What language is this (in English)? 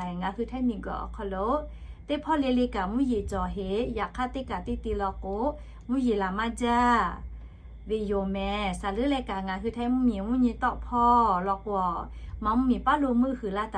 Lahu